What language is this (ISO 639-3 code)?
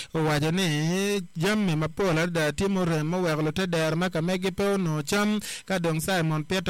ach